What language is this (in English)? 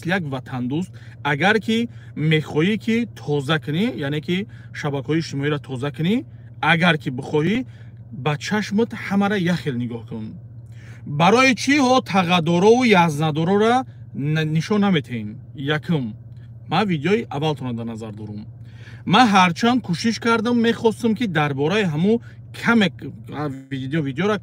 Tajik